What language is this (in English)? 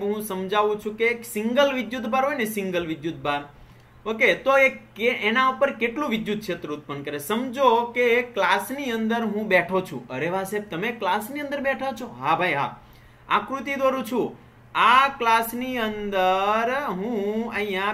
Gujarati